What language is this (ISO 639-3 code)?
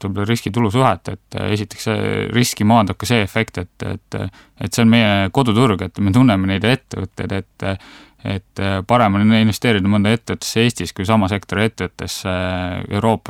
est